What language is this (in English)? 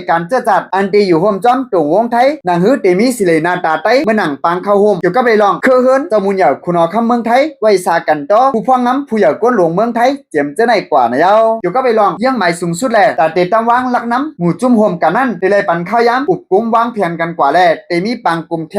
Shan